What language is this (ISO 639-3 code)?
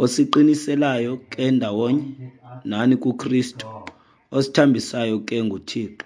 xho